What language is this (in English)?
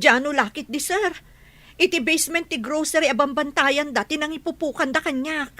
Iloko